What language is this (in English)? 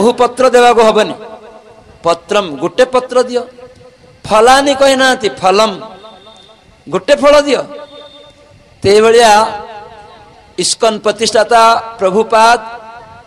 Odia